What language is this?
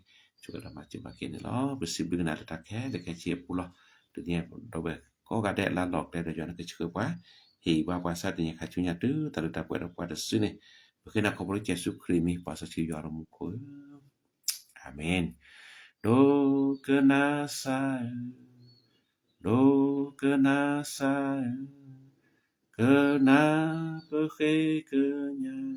S'gaw Karen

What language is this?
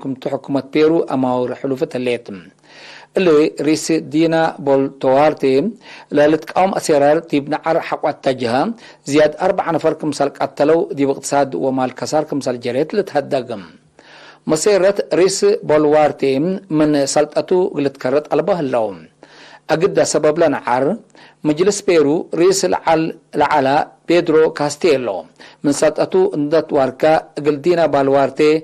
Tigre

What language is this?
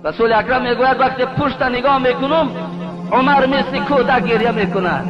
Tajik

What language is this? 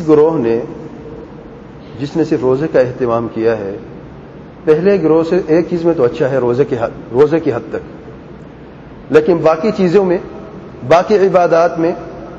Urdu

